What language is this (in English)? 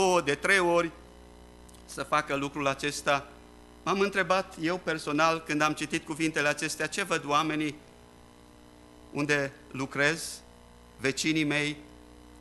Romanian